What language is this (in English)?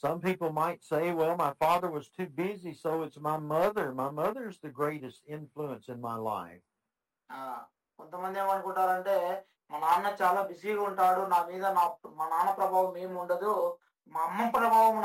Telugu